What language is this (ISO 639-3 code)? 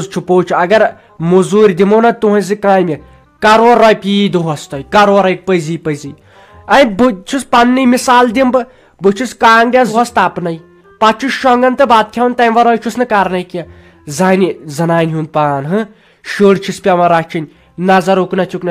kas